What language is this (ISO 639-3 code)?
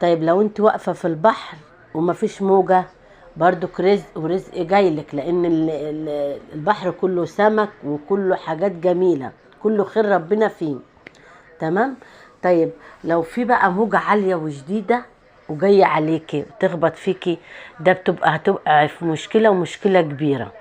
arz